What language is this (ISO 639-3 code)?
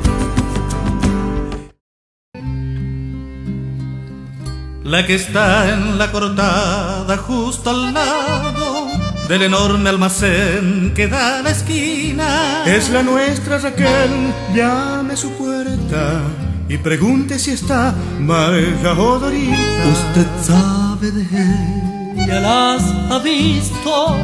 spa